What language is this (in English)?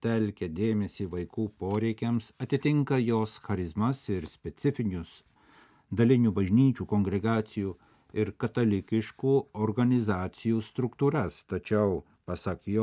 Lithuanian